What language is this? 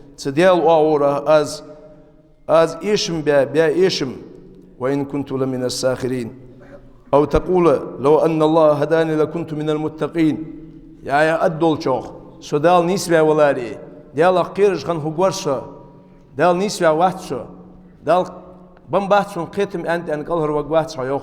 Ingush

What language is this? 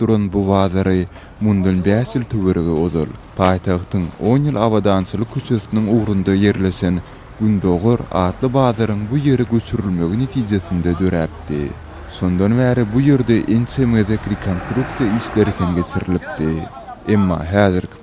Turkmen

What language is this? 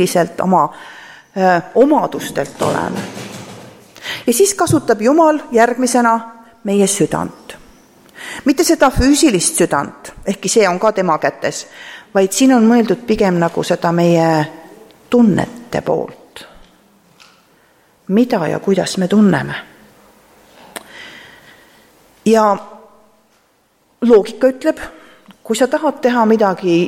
Estonian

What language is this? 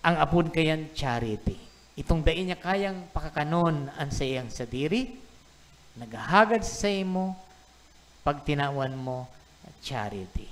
Bikol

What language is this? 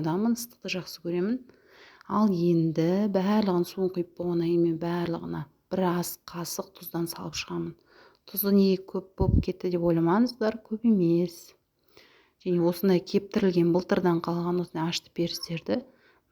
Kazakh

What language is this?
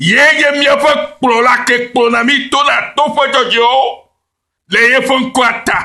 Ewe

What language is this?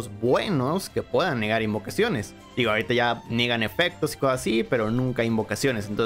Spanish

